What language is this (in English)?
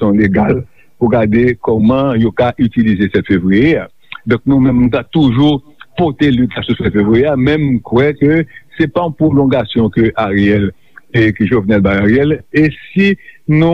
Haitian Creole